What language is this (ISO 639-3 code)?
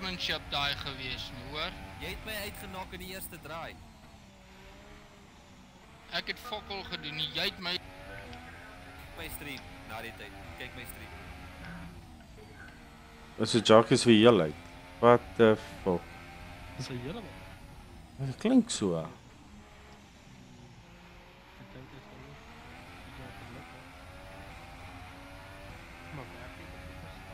afr